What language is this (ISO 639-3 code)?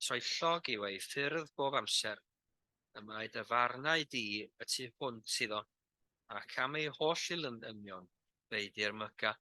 cym